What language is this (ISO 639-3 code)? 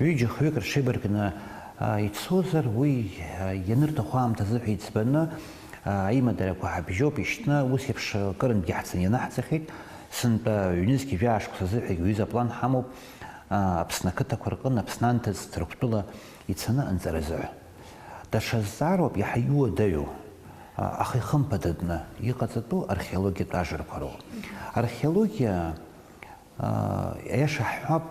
abk